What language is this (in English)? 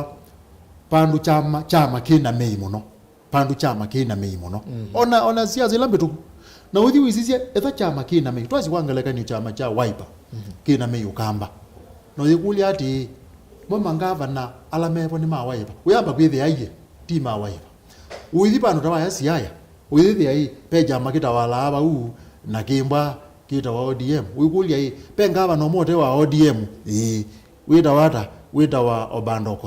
Kamba